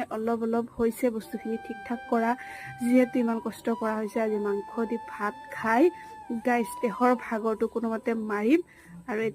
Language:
Assamese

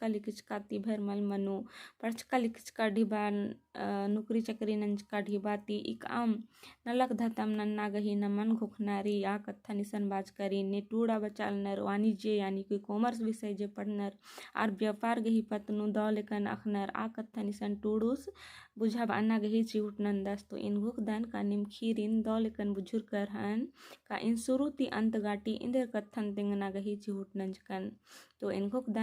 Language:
Kurukh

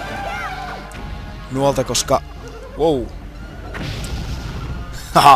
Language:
Finnish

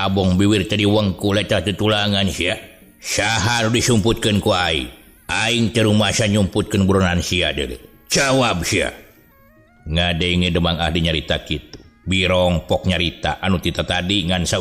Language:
Sundanese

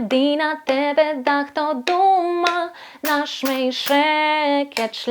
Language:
Rusyn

